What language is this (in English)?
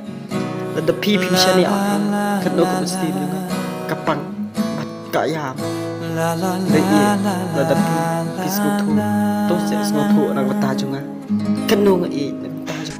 Khasi